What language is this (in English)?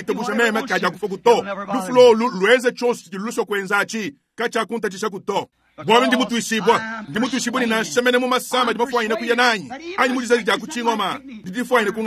Luba-Lulua